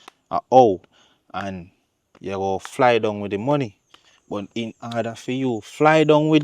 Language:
Jamaican Creole English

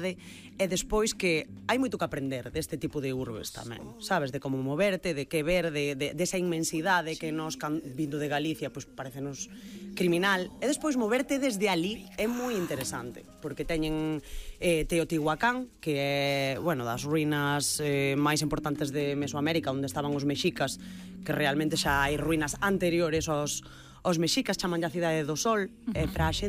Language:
Galician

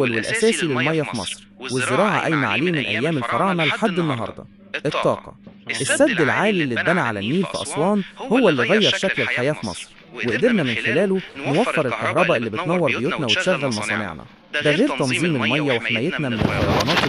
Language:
Egyptian Arabic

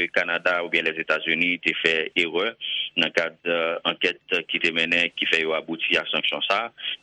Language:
Haitian Creole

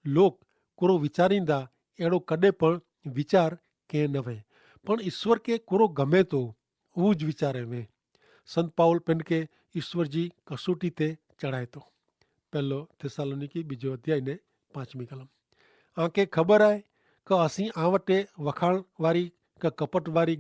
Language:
Kachhi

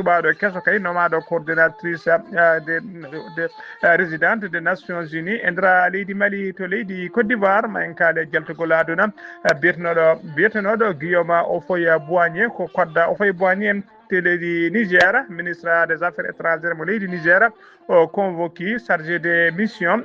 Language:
Fula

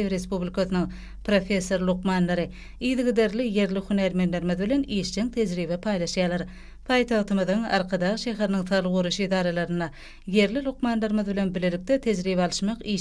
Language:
Turkmen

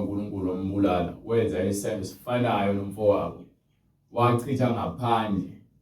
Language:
Zulu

